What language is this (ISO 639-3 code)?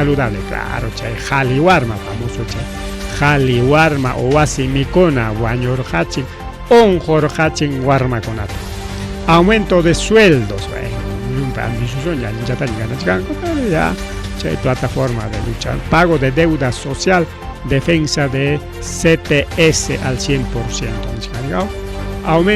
quy